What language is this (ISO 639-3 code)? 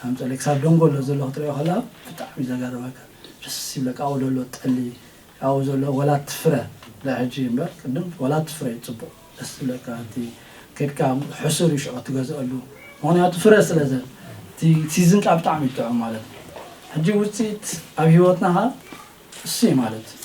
tir